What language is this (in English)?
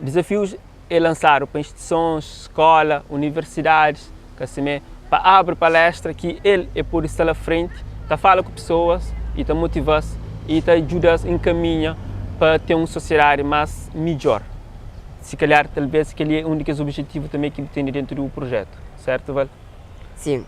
Kabuverdianu